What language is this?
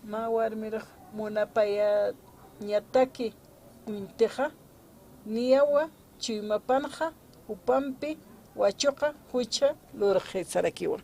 Aymara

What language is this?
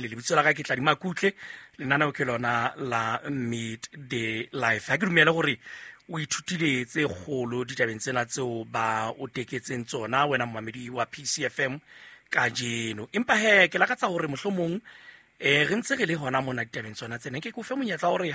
Southern Sotho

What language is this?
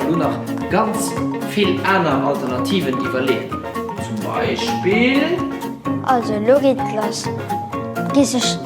Luxembourgish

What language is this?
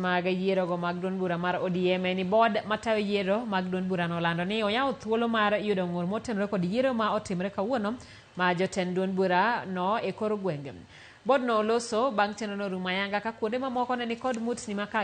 Luo (Kenya and Tanzania)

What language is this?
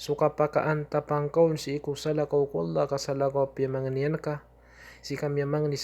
Maranao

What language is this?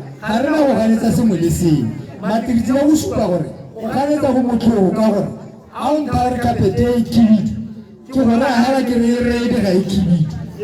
Tswana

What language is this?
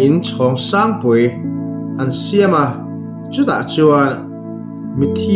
Mizo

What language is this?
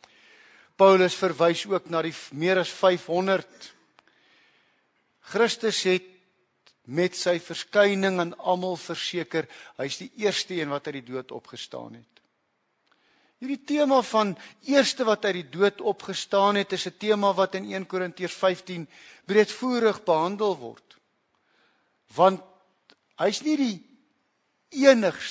Afrikaans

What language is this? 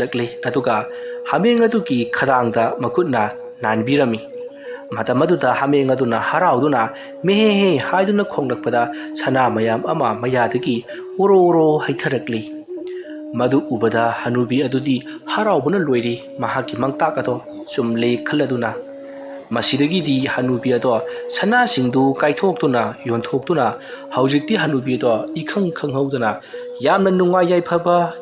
Manipuri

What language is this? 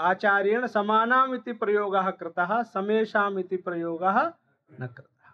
Sanskrit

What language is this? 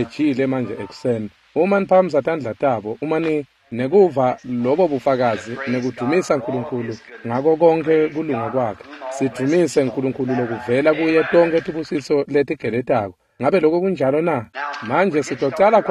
Swati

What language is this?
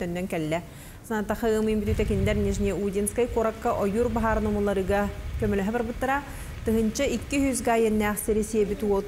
Yakut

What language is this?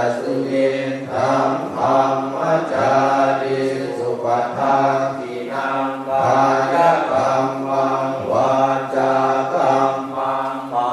Pali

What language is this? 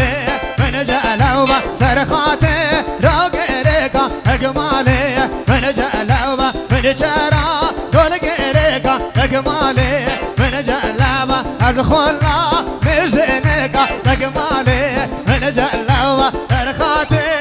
Persian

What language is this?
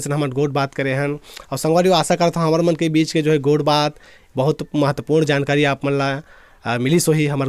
Chhattisgarhi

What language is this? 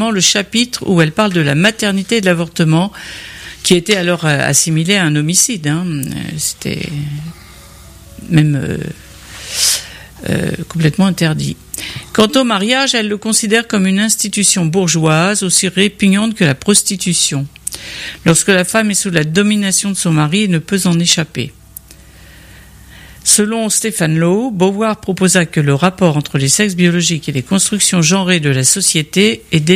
French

